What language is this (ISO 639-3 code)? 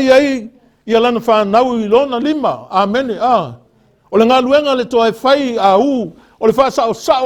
smo